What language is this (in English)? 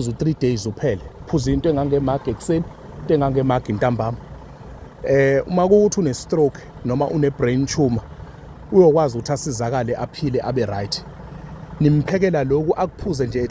Zulu